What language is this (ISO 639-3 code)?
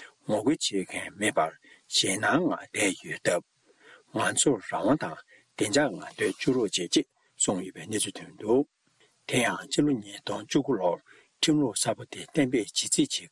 bod